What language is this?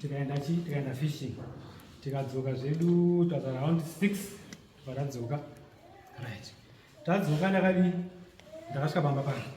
Shona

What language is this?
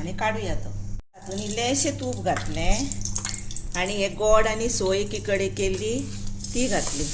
Konkani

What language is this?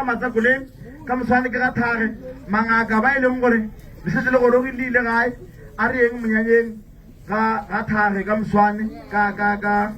Northern Sotho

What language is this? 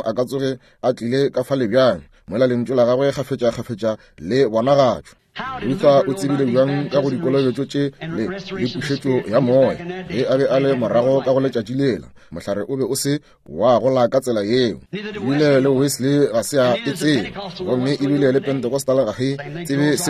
Northern Sotho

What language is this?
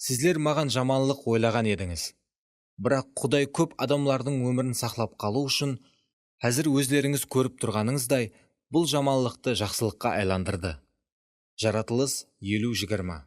Kara-Kalpak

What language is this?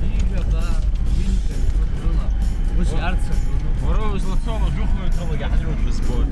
Abkhazian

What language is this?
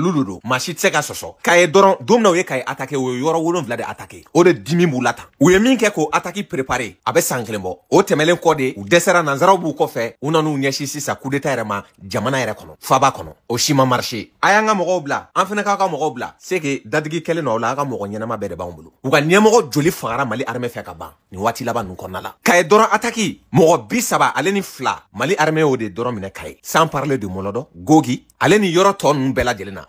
Bambara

